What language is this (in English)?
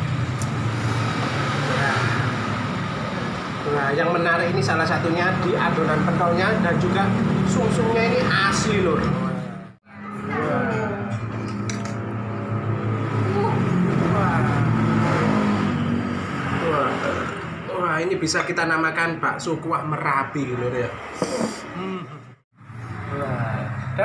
Indonesian